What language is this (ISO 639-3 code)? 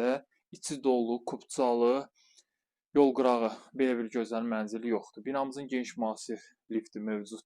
aze